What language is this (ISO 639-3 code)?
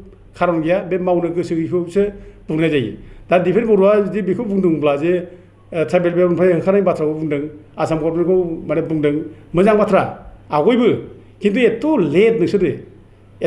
brx